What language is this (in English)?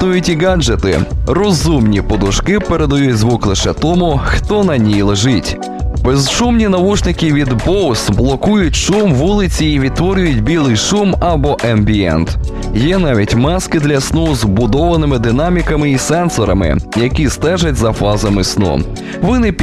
Ukrainian